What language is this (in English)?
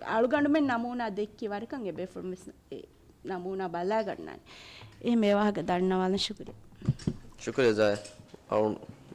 Divehi